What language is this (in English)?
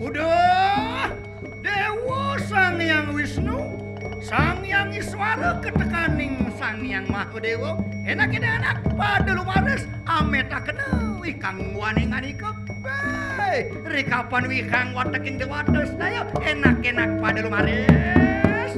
Balinese